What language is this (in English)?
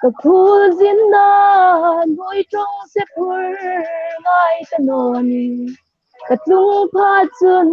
Hmar